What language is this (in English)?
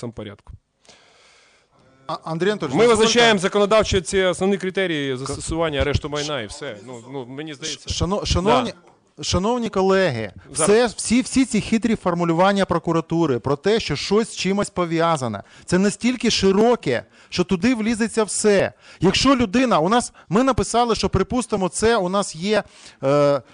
Ukrainian